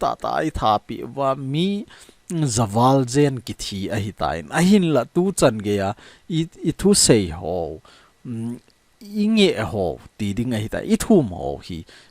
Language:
Thado Chin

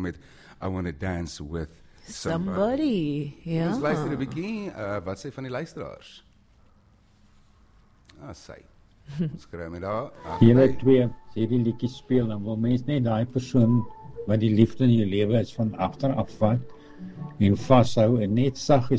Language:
Afrikaans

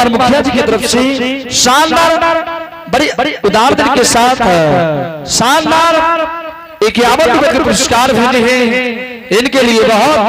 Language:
Angika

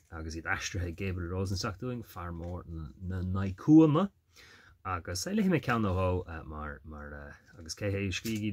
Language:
Irish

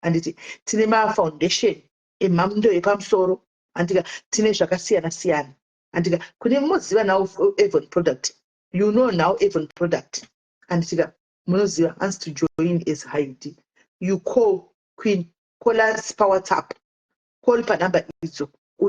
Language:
Shona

